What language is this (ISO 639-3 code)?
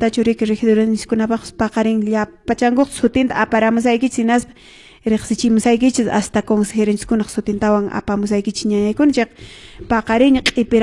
que